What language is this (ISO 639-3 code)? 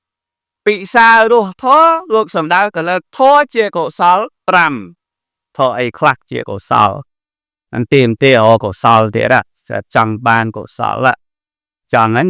khm